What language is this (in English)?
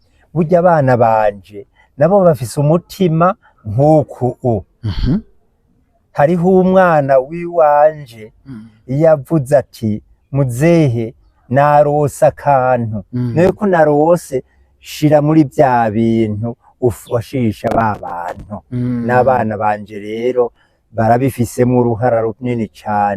Rundi